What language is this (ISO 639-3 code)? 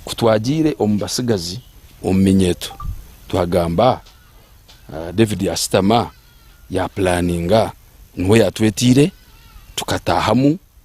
nyn